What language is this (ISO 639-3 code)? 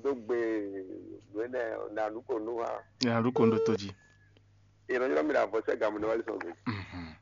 fon